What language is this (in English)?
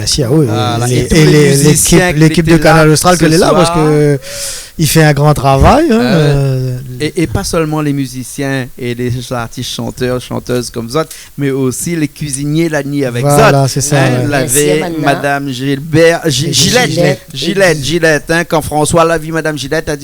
Réunion Creole French